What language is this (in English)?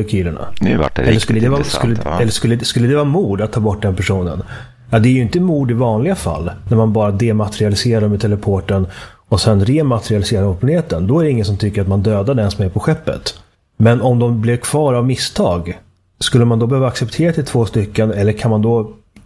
Swedish